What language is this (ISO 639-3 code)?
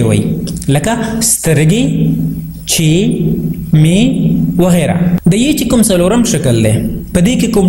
pus